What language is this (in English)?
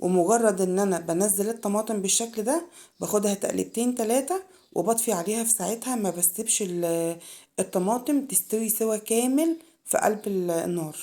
Egyptian Arabic